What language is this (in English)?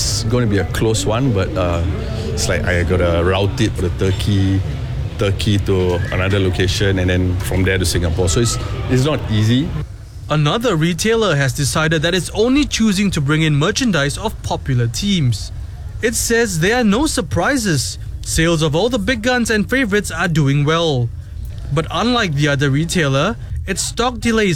English